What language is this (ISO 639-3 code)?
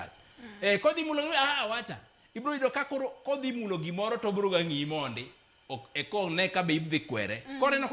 luo